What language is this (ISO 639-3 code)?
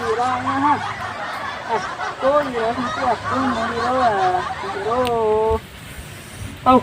min